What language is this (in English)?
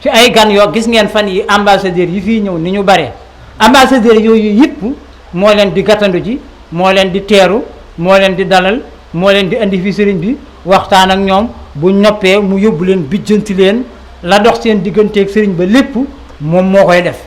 Wolof